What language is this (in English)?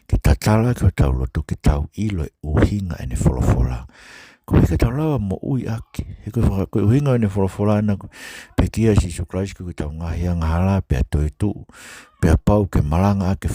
Tongan